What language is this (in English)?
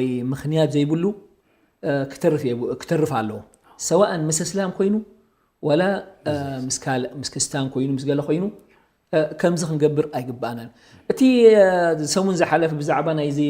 Tigrinya